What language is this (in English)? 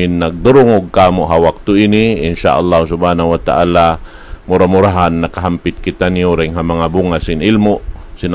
Tausug